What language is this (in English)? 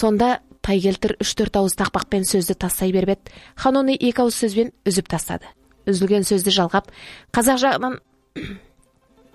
Kazakh